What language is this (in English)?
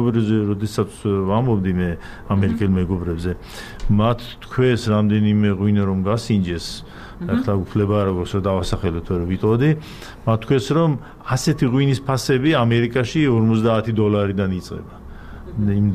Georgian